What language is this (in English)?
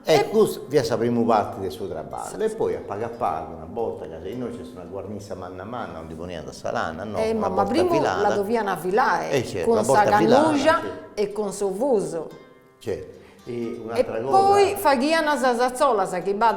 Sardinian